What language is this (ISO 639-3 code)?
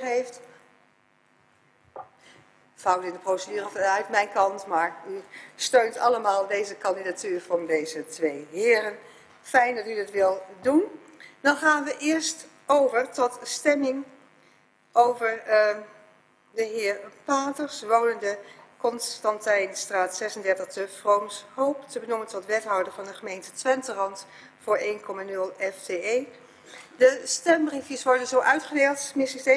nld